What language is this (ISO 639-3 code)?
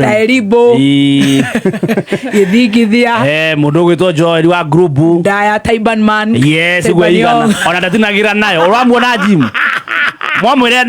kik